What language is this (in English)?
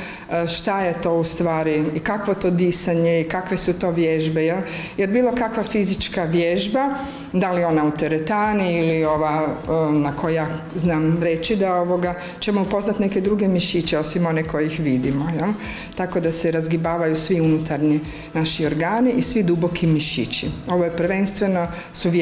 Croatian